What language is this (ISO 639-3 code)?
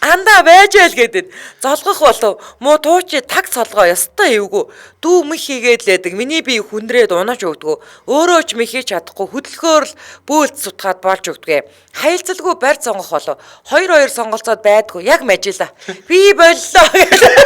mon